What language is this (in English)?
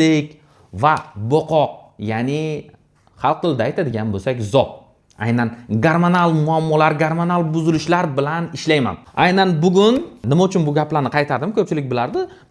Uzbek